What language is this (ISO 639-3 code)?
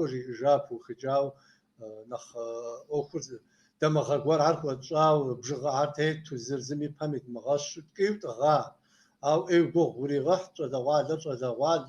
kbd